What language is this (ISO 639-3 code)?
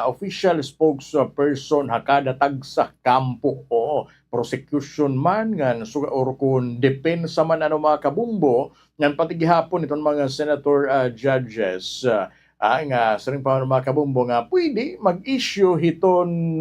war